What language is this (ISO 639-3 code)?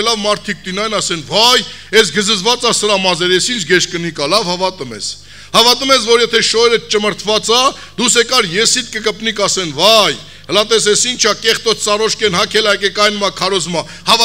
hye